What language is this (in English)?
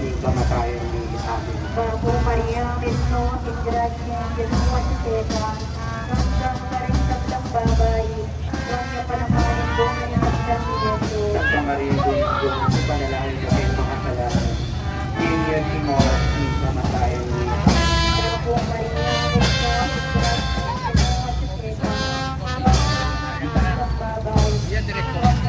Pampanga